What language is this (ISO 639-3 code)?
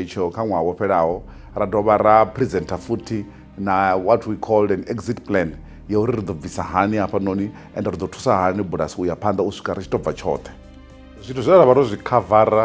ven